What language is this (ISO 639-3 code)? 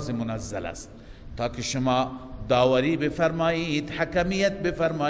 fas